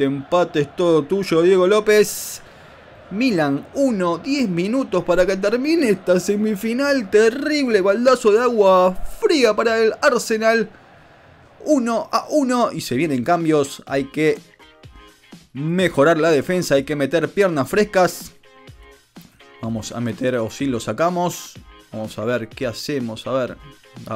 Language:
Spanish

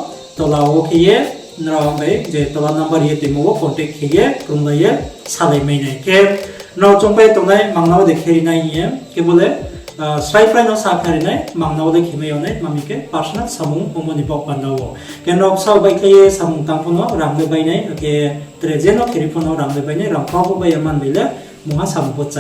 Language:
Riang (India)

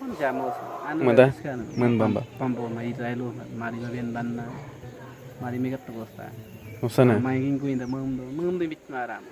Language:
Awa-Cuaiquer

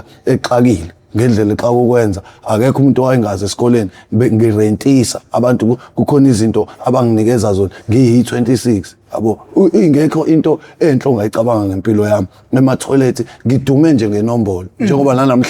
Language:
Zulu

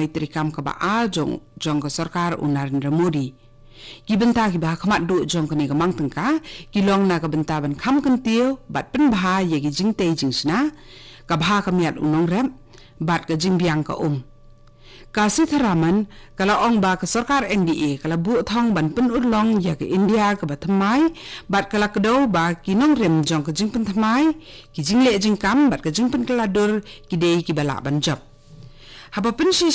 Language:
Khasi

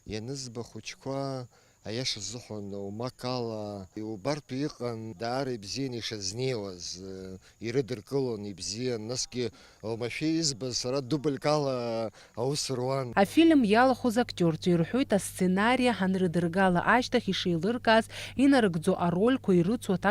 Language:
Abkhazian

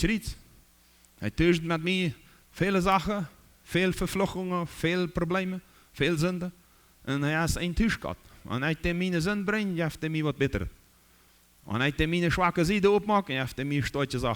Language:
Plautdietsch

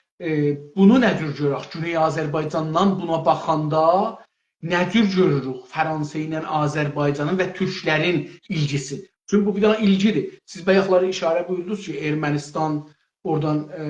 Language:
South Azerbaijani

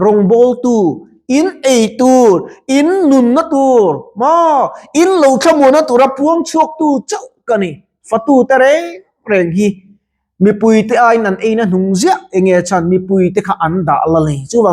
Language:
Mizo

